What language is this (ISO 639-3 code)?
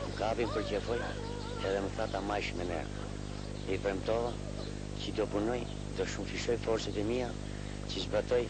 sqi